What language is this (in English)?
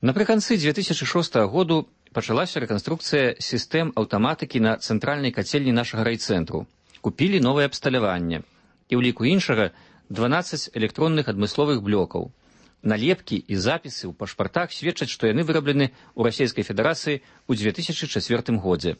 Belarusian